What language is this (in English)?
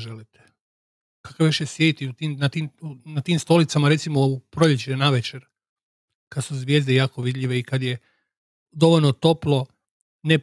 Croatian